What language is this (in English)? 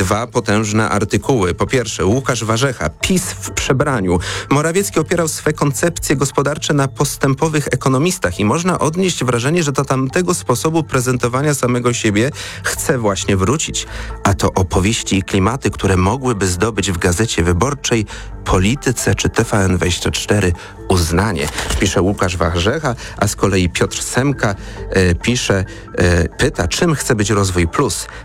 Polish